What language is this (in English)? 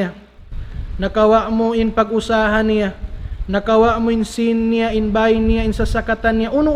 Tausug